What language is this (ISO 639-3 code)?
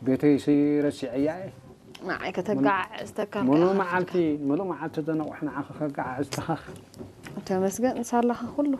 tir